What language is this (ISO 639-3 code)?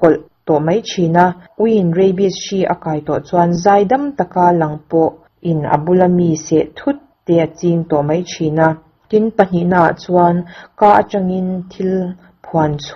lus